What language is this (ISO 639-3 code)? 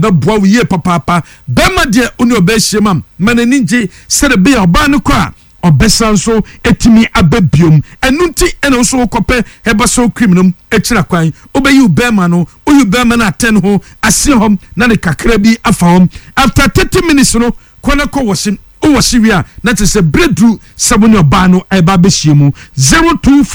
aka